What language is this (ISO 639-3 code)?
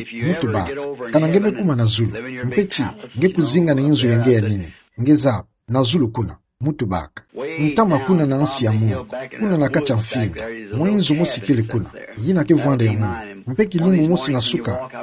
ktu